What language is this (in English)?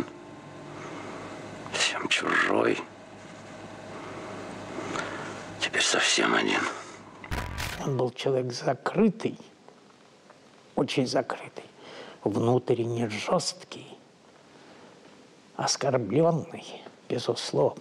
Russian